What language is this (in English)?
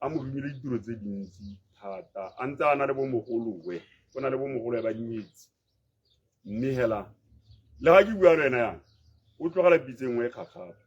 Tswana